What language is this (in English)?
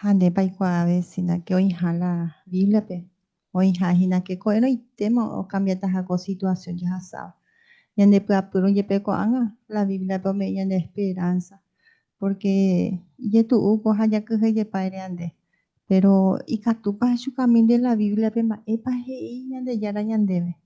Guarani